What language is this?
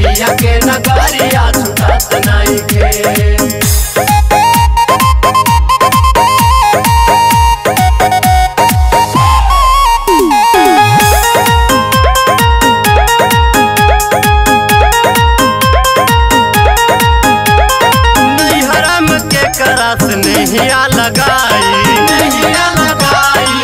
Bhojpuri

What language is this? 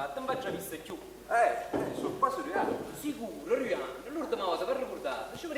Neapolitan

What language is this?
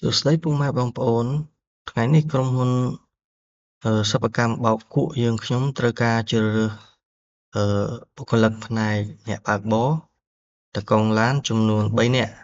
Khmer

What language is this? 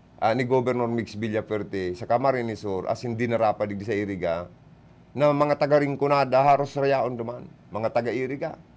Bikol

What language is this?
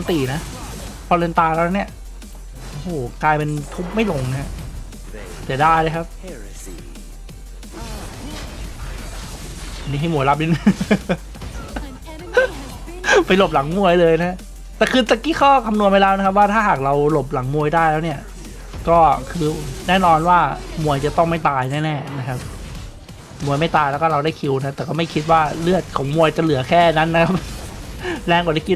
Thai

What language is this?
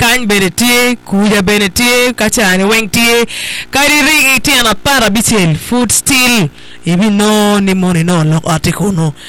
Acoli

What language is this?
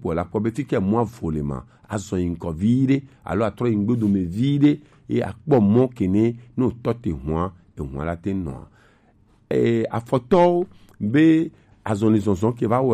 Gen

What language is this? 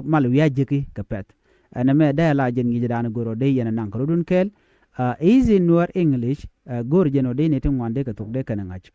Nuer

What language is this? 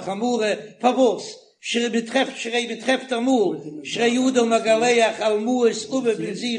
Yiddish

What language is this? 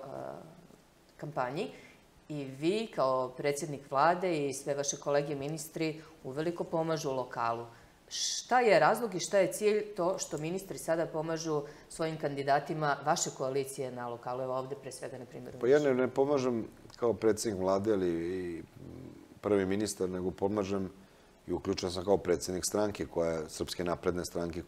Serbian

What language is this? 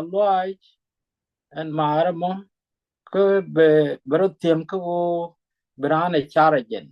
Nuer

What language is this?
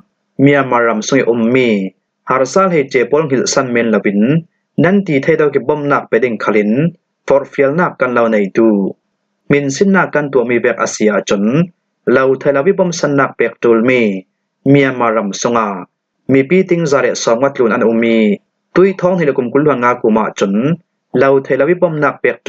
Falam Chin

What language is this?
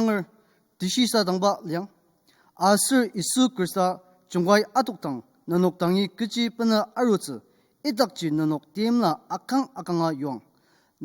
Ao Naga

